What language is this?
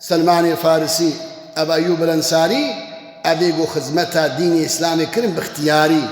Kurdish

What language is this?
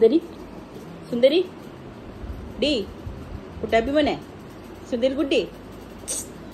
Malayalam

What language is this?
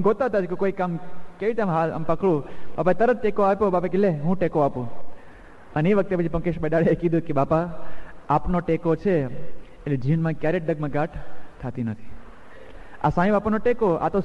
Gujarati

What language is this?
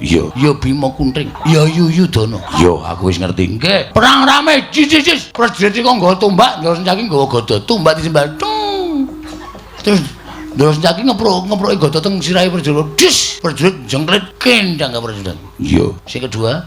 Javanese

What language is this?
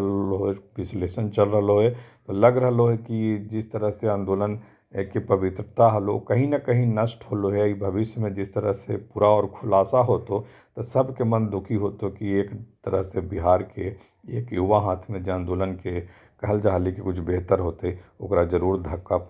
Magahi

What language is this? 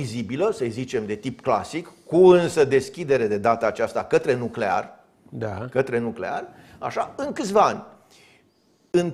Romanian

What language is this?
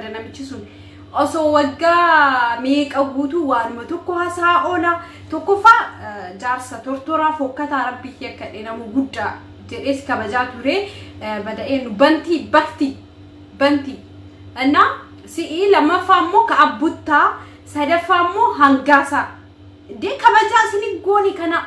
Oromo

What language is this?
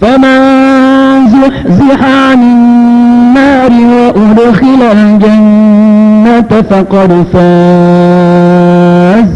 Maranao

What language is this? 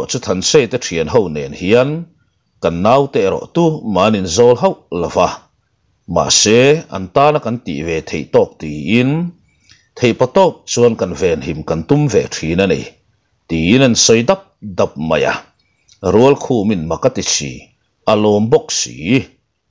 Mizo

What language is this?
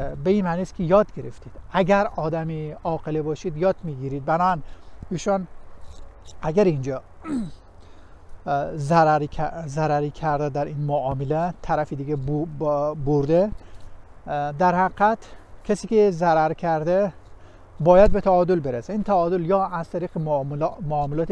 Persian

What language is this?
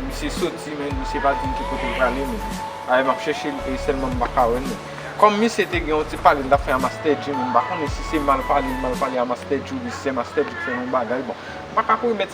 Haitian Creole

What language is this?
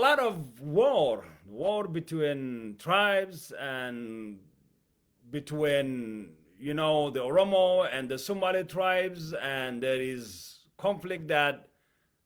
English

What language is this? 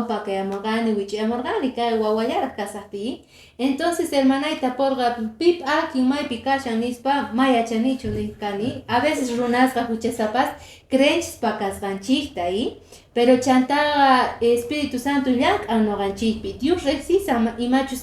Quechua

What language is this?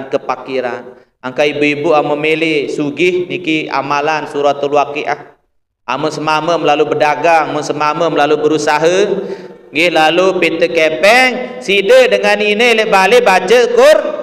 Sasak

